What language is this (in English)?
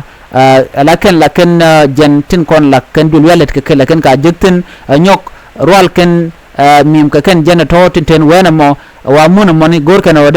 Nuer